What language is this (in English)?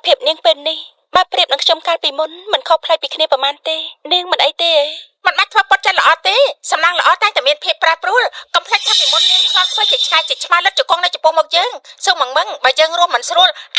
Khmer